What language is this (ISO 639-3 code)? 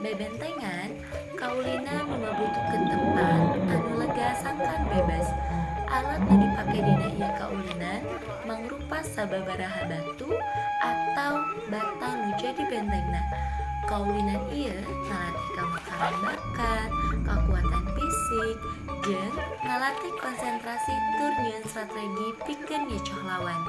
sun